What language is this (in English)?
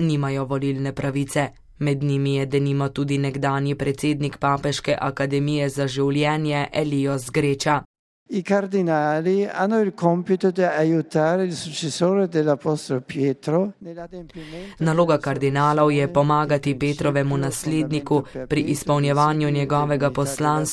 Slovenian